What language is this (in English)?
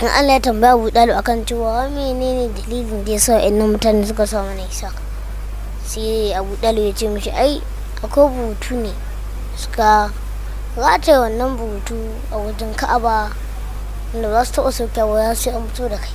Hausa